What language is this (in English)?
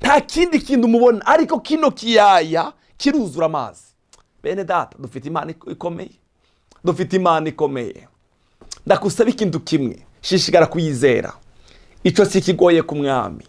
Rundi